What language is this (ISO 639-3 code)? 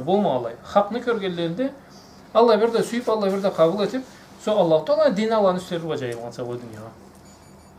krc